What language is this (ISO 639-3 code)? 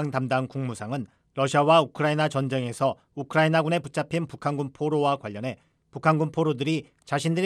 kor